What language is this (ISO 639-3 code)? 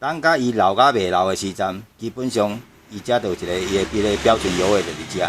nan